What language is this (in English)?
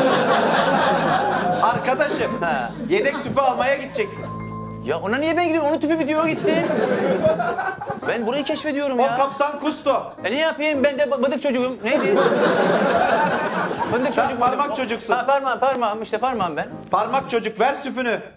Turkish